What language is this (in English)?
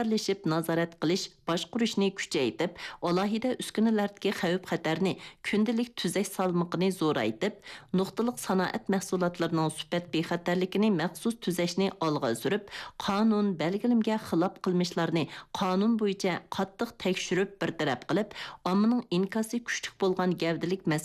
Uyghur